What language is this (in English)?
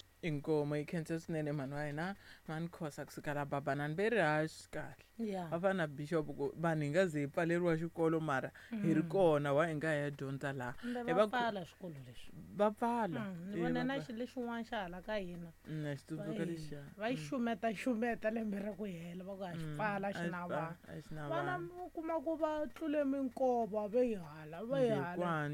Tsonga